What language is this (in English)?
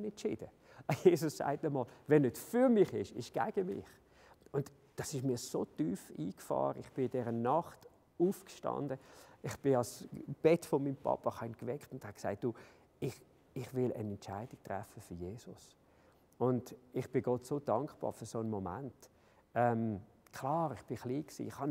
Swiss German